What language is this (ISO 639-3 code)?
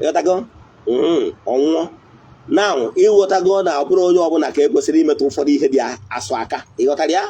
ibo